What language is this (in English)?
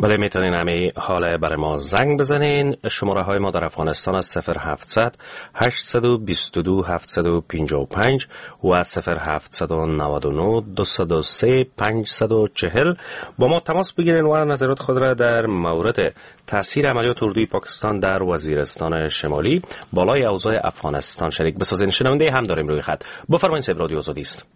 Persian